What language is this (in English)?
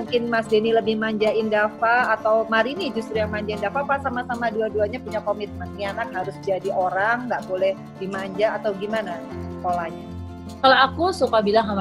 Indonesian